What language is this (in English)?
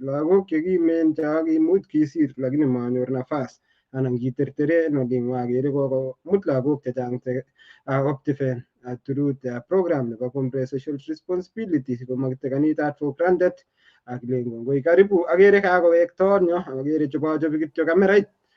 Kalenjin